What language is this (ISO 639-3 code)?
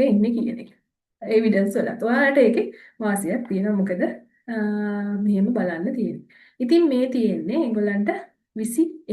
sin